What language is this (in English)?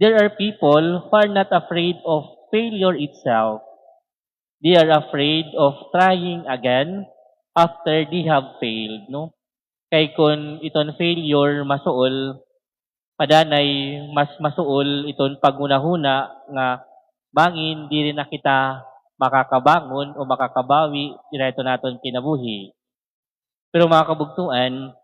Waray